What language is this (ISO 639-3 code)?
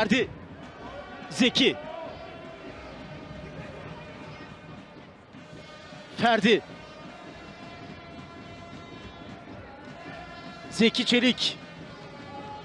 tur